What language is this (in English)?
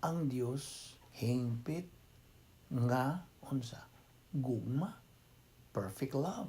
Cebuano